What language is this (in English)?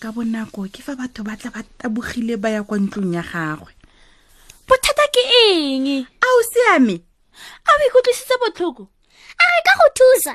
Tswana